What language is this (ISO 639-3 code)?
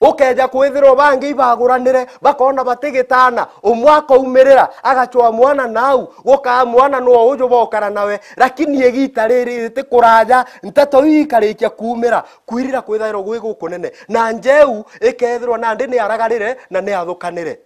mer